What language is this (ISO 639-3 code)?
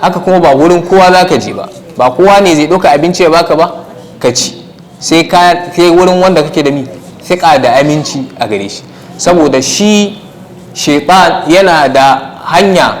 hau